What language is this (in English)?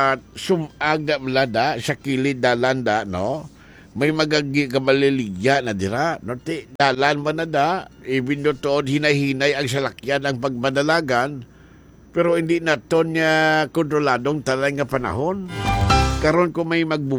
Hiligaynon